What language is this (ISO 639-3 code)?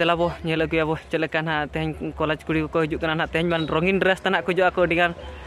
sat